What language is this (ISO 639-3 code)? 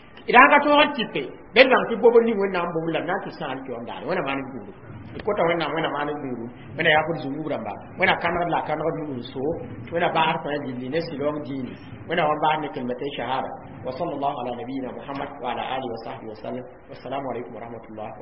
mos